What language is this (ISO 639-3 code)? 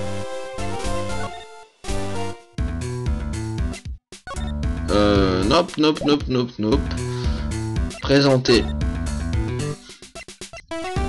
fra